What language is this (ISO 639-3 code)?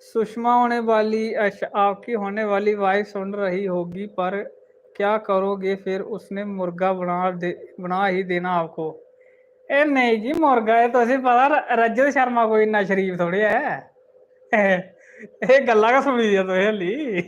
doi